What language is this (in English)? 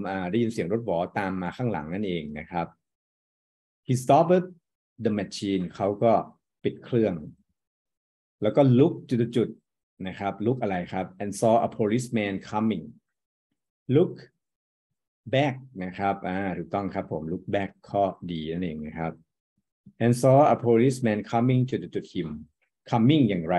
Thai